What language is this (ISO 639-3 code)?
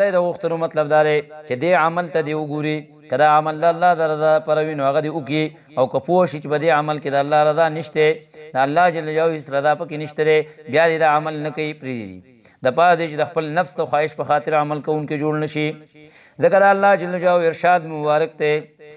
pus